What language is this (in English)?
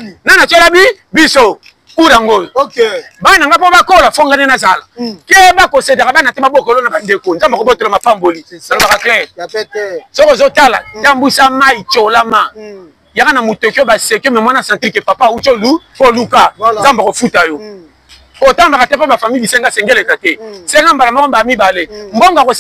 Lingala